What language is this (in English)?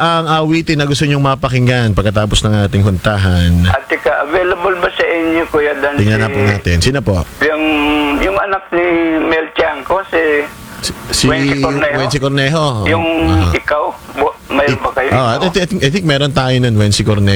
Filipino